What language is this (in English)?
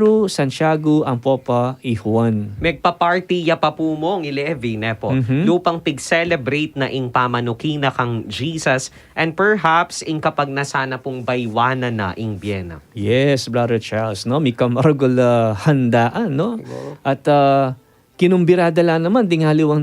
Pampanga